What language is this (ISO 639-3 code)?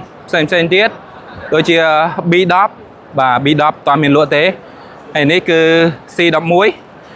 khm